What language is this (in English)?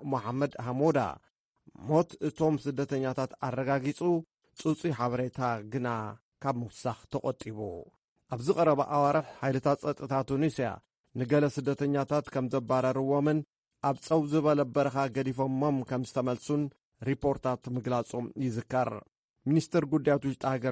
Tigrinya